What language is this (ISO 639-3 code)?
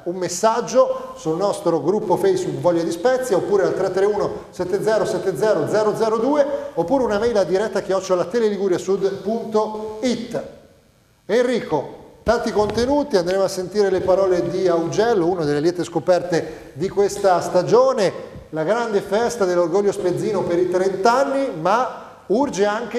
ita